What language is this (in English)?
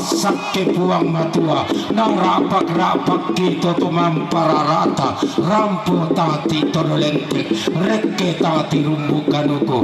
Toraja-Sa'dan